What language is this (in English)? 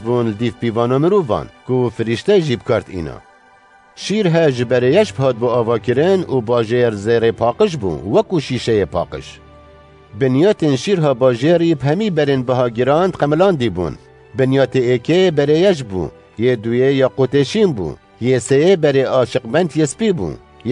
Kurdish